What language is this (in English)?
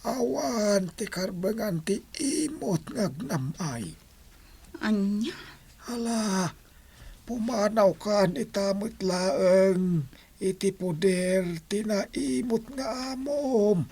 Iloko